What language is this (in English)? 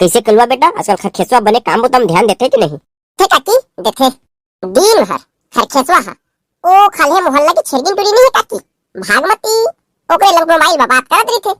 Chhattisgarhi